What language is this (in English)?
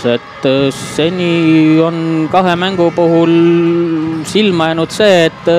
Estonian